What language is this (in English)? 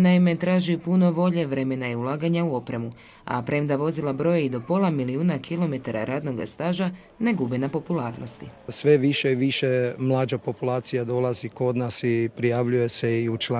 Croatian